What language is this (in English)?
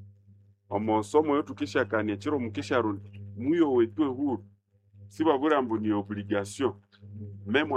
Nande